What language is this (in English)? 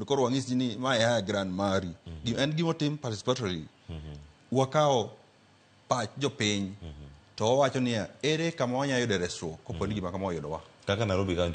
Luo (Kenya and Tanzania)